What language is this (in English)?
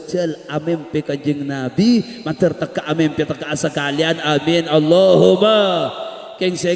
Madurese